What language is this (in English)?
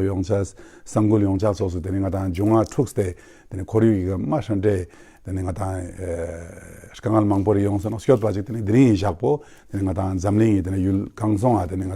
Ladakhi